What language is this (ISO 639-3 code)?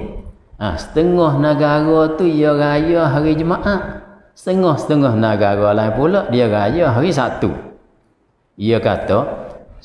msa